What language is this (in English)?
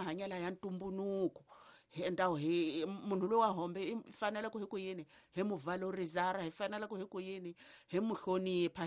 Tsonga